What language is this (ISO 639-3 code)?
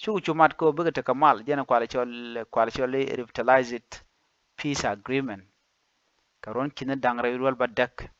nus